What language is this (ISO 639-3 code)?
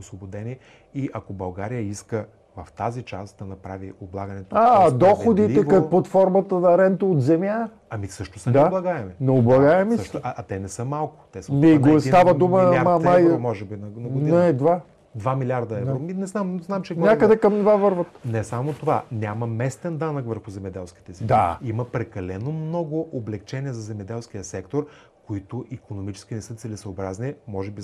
bul